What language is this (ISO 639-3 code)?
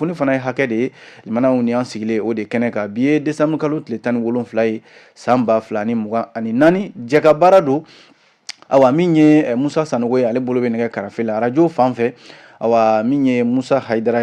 bam